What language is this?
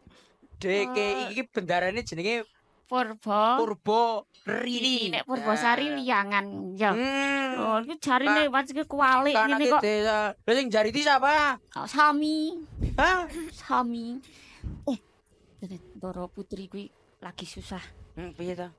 Javanese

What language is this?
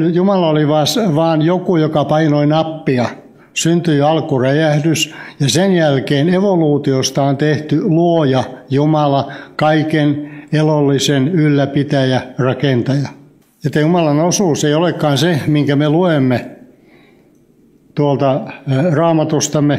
Finnish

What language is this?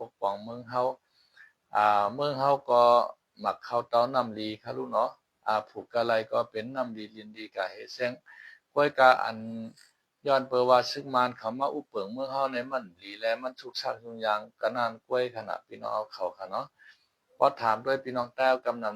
Shan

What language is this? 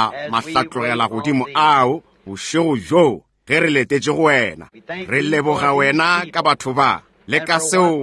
Northern Sotho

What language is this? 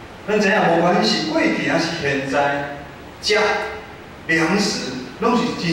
Min Nan Chinese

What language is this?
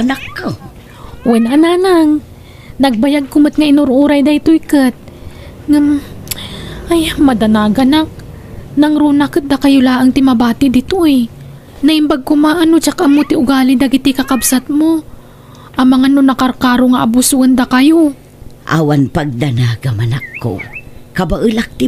Iloko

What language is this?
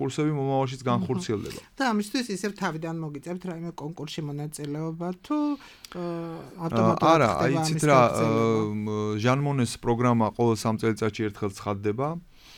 Georgian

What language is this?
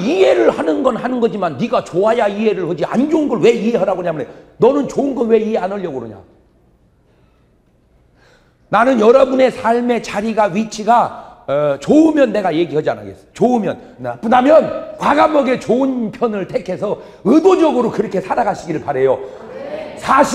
Korean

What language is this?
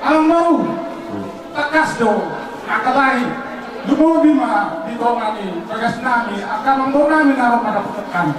Batak Toba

